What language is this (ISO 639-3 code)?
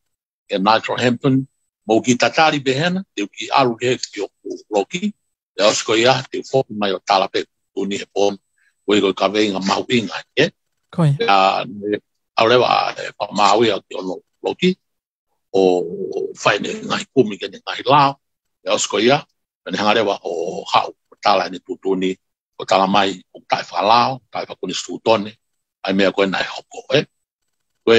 ton